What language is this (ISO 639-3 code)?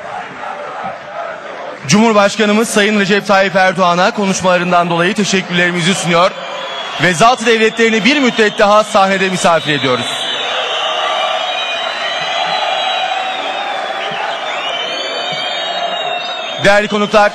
tur